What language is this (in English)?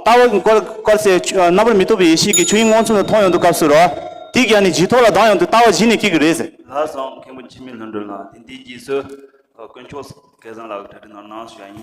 Tibetan